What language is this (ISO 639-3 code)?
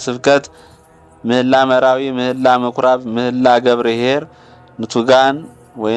amh